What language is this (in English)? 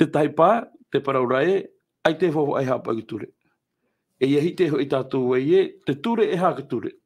Tahitian